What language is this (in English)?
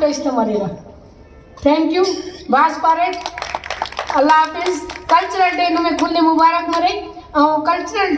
Brahui